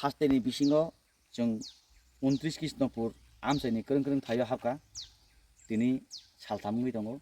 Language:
Kok Borok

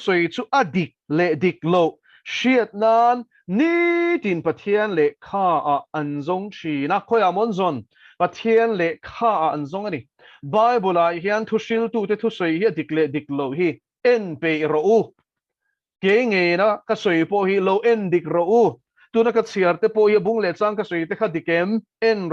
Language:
Mizo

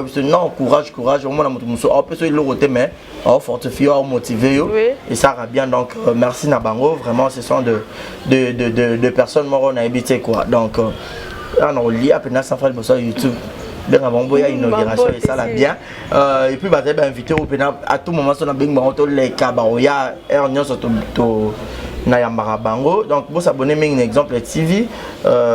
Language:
Lingala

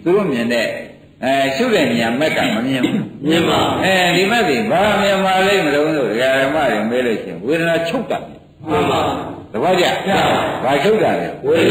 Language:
Burmese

